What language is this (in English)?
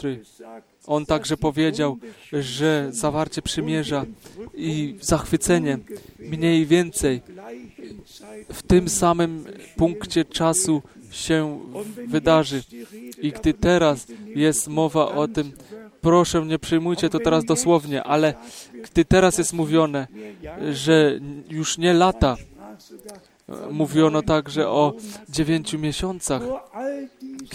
Polish